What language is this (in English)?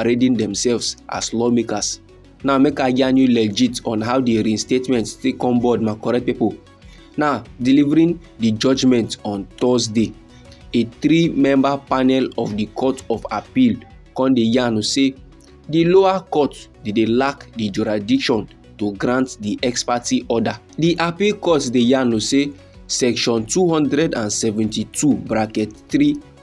Nigerian Pidgin